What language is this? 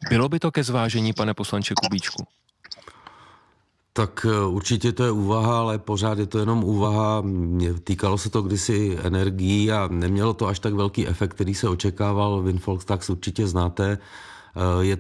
Czech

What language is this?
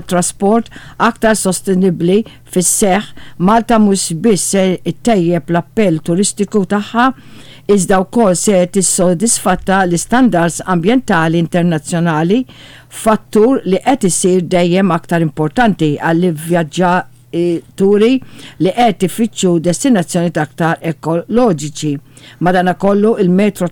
Maltese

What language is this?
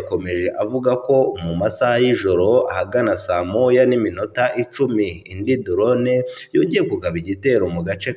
Kinyarwanda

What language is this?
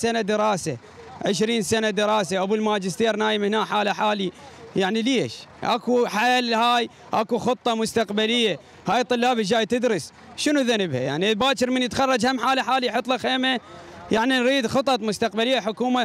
Mesopotamian Arabic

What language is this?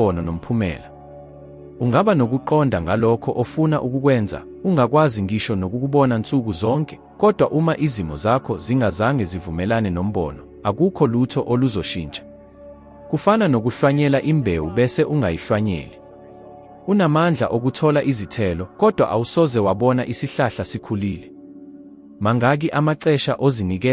Zulu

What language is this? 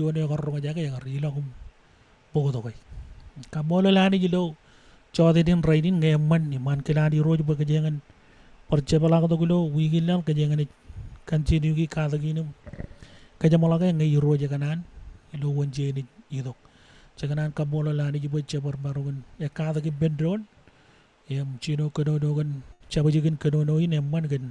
Marshallese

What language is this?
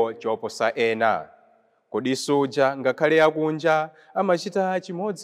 Nyanja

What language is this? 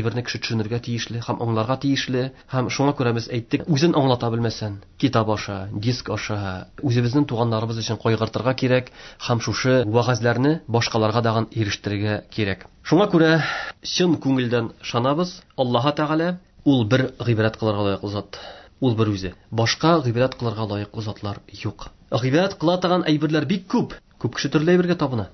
Tatar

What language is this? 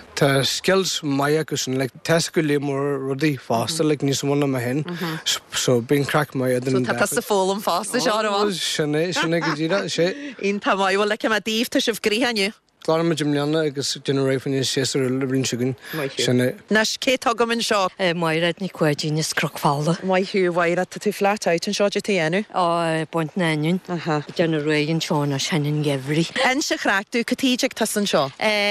Irish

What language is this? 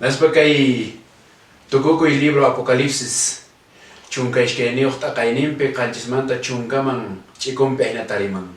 Quechua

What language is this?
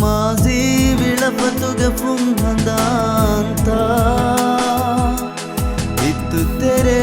Divehi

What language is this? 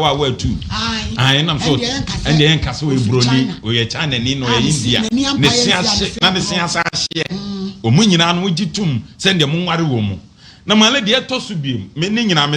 Akan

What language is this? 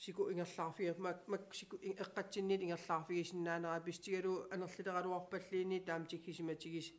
Kalaallisut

